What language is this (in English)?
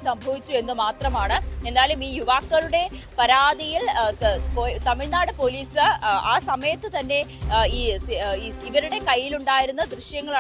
Malayalam